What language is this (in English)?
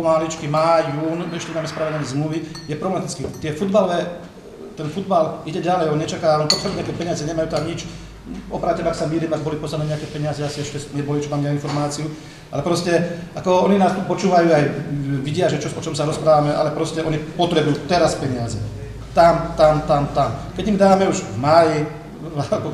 Slovak